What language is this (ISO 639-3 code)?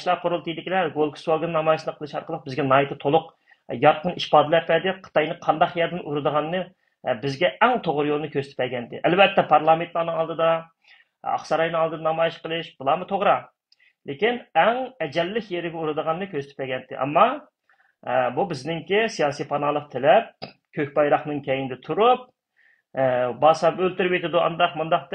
uig